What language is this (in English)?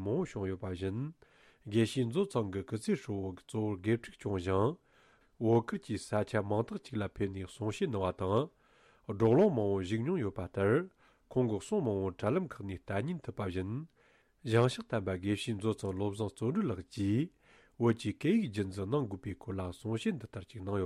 Tibetan